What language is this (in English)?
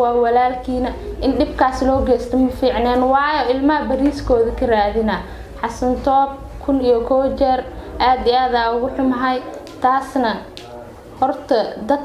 Somali